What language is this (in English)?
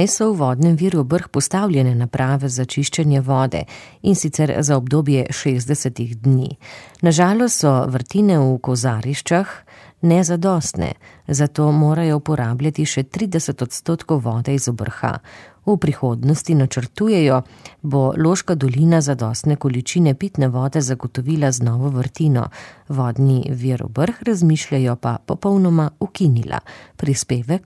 Slovenian